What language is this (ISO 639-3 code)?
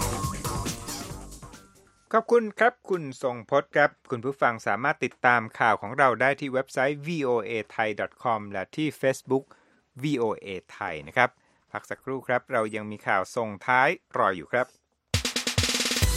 tha